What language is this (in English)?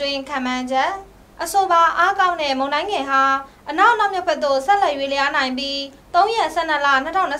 Burmese